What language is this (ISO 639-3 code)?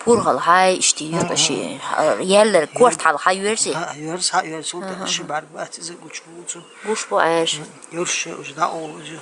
che